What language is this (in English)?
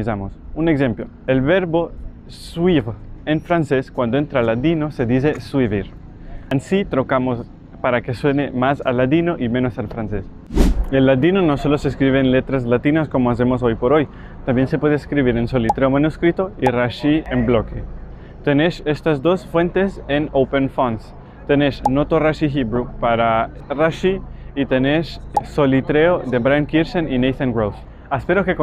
Ladino